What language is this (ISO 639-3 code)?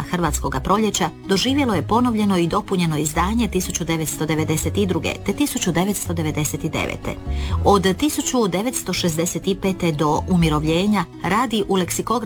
hrv